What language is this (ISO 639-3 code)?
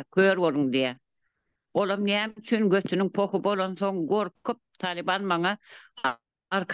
tuk